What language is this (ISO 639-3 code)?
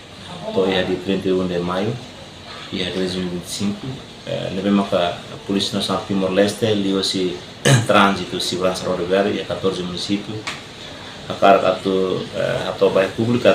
tet